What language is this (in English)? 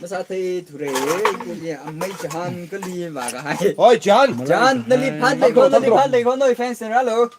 Tangkhul Naga (India)